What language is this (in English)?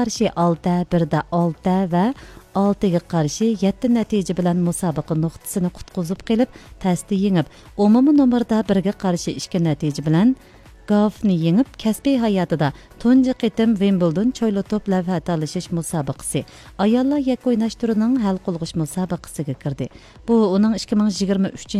Uyghur